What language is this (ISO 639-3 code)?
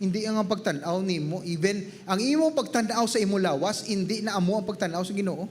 hil